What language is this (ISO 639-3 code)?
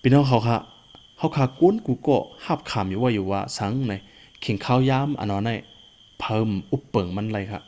shn